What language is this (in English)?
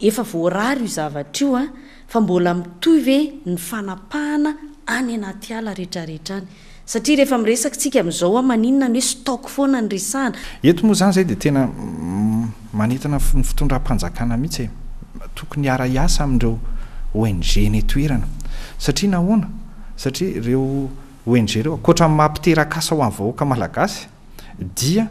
Malagasy